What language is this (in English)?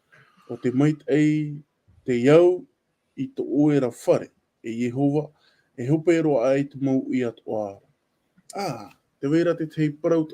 Tahitian